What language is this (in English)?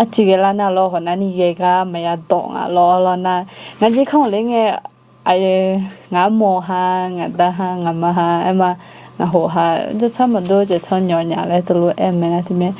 Akha